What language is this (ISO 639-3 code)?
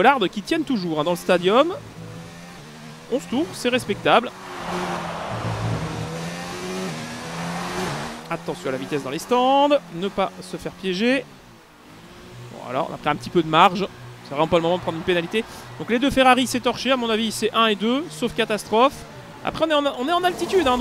fra